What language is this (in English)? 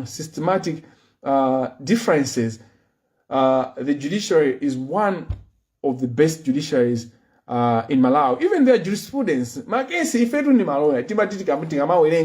Nyanja